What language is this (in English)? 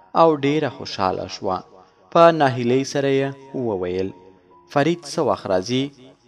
Pashto